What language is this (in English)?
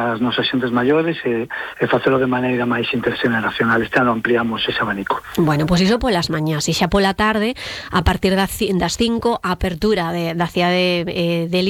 Galician